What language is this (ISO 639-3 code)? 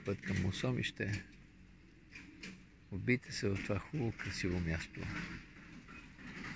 bul